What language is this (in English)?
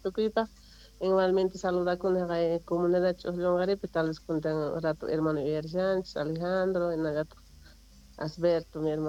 Quechua